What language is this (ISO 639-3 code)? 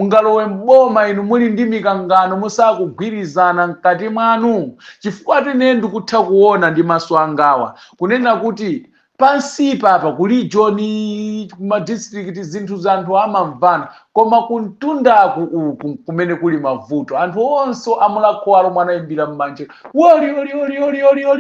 nya